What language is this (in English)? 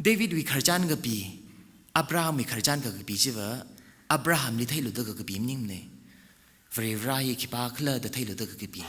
Tangkhul Naga (India)